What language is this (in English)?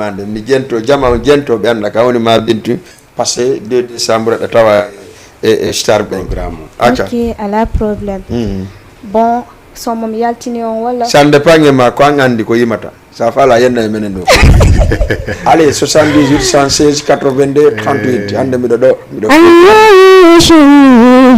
Fula